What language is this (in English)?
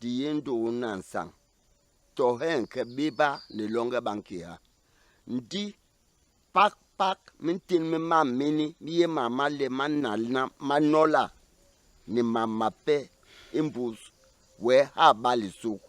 Basaa